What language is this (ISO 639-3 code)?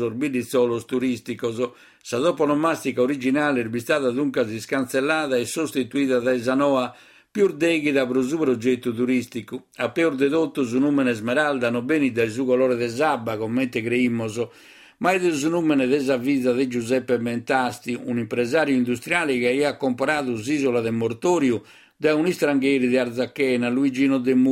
srd